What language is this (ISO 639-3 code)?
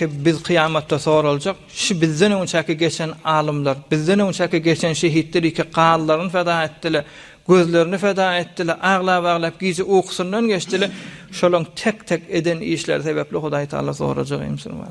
tuk